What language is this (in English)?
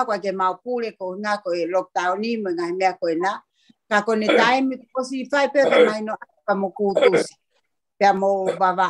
Tongan